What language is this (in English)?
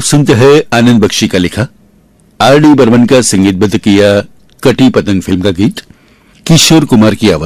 Hindi